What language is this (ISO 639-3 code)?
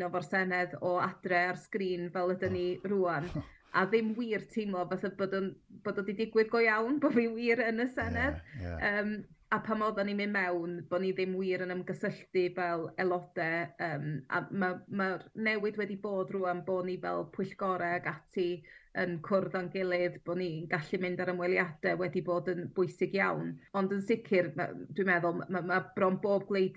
cym